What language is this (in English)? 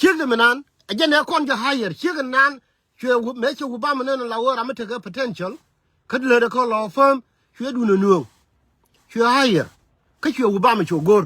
Nuer